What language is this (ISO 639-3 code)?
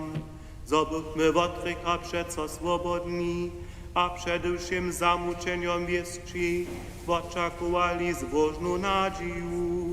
hsb